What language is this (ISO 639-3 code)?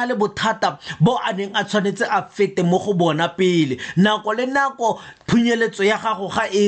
tsn